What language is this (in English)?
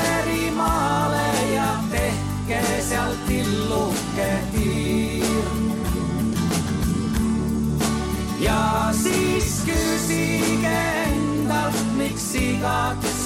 Estonian